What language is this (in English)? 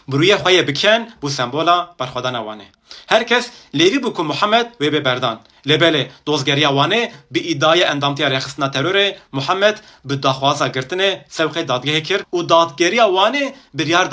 Kurdish